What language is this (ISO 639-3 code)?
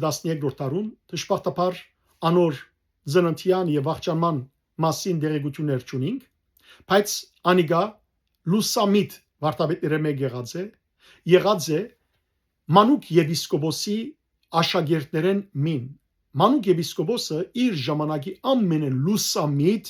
hyw